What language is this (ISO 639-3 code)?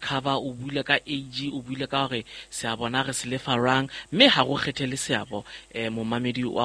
sot